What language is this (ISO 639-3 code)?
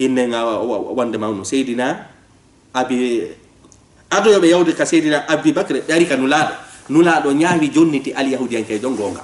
ful